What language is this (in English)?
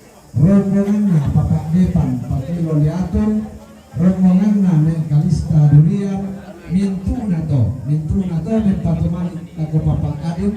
Toraja-Sa'dan